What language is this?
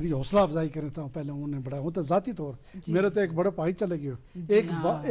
Gujari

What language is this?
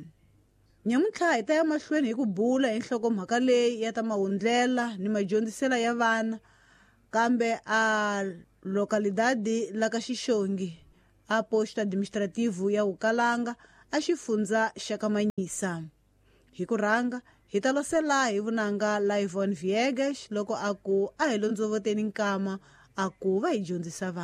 Tsonga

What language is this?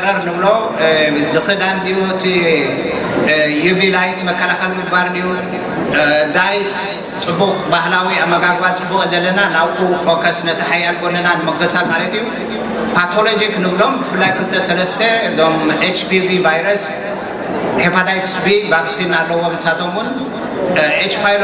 Tigrinya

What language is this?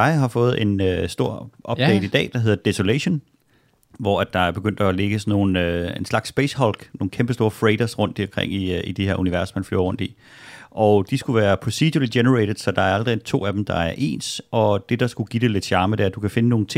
Danish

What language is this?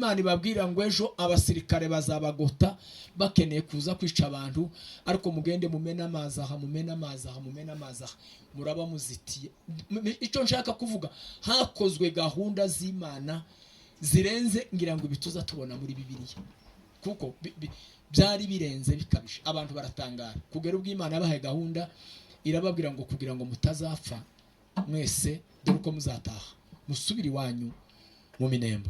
Kinyarwanda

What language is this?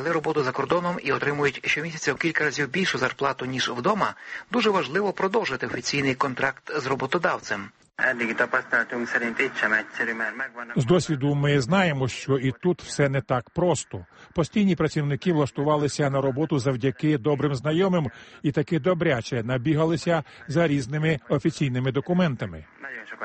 Ukrainian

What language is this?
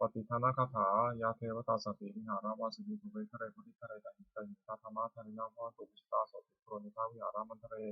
Pali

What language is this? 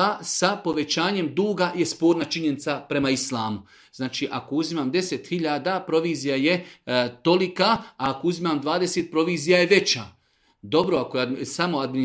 Serbian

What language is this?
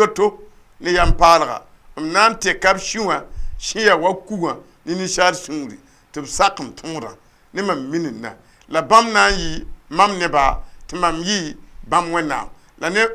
Mossi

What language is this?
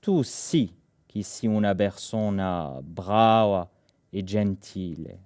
Corsican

